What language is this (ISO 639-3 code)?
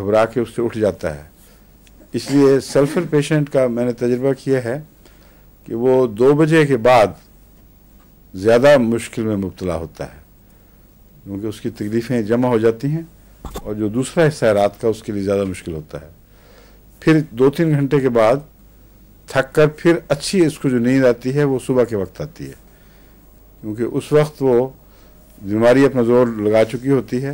urd